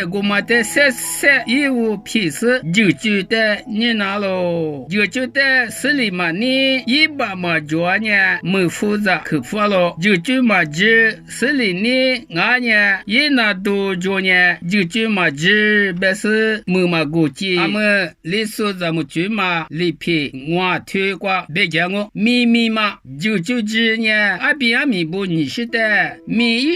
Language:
Lisu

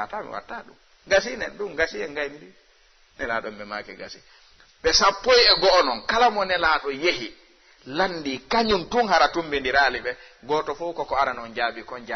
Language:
Fula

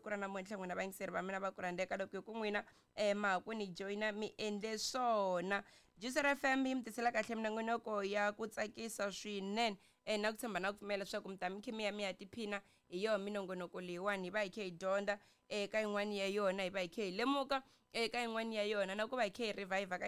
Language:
Tsonga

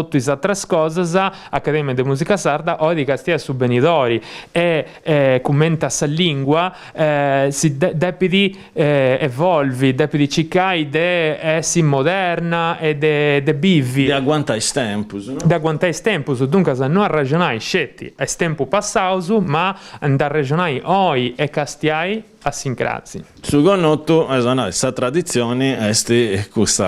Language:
Sardinian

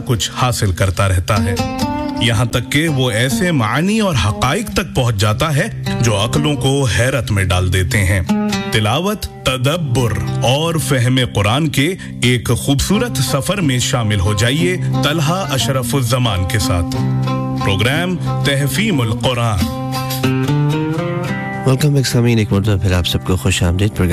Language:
Urdu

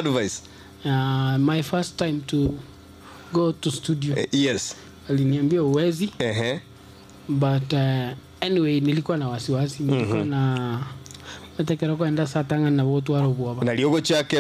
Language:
Gusii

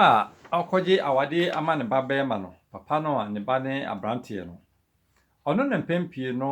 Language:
Akan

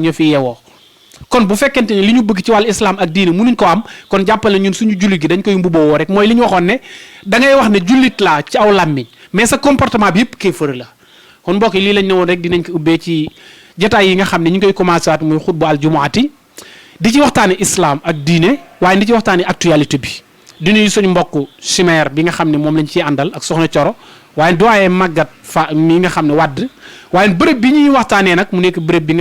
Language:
Wolof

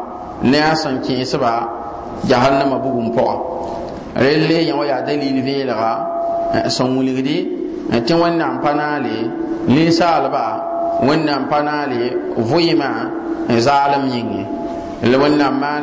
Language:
Mossi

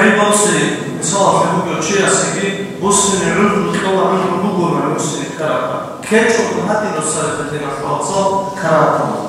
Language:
Avaric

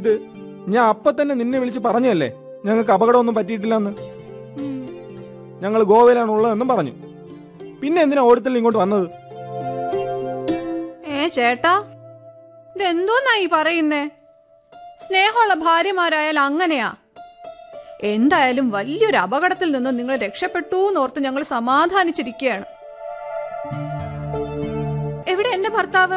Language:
Malayalam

